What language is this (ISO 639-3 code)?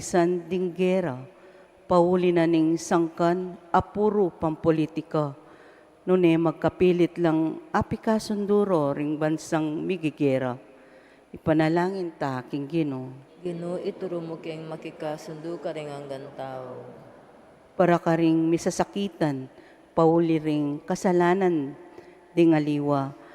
pam